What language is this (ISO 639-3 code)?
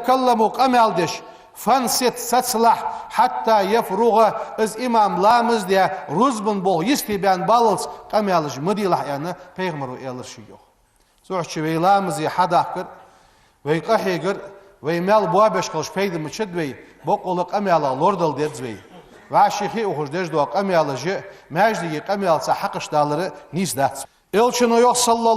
inh